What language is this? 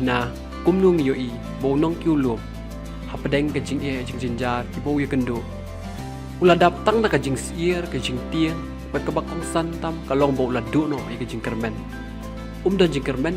Khasi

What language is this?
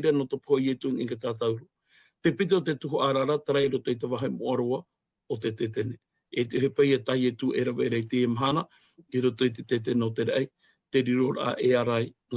Tahitian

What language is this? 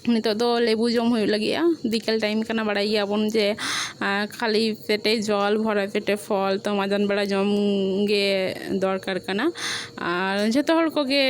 Santali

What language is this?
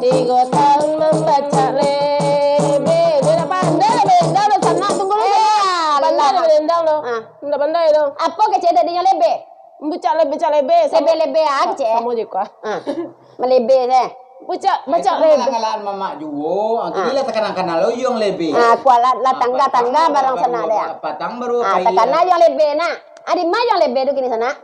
Minangkabau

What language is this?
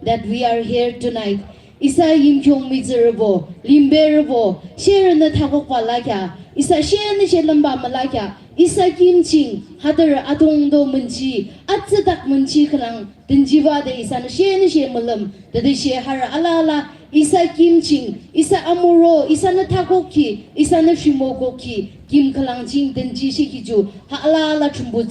Naga Pidgin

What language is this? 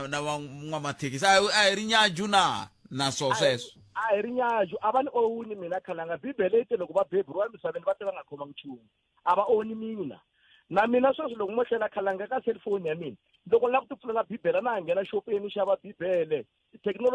Tsonga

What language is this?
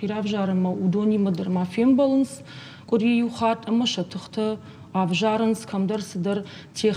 Ossetic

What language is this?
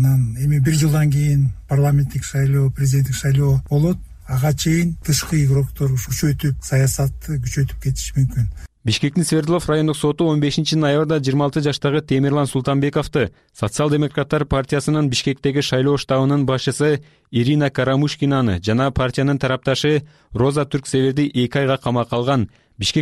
Kyrgyz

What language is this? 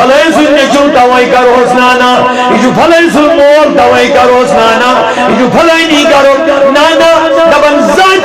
Kashmiri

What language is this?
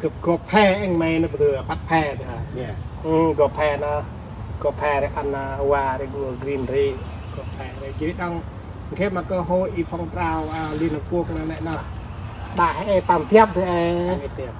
Central Mnong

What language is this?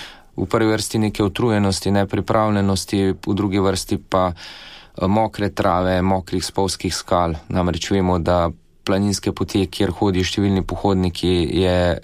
Slovenian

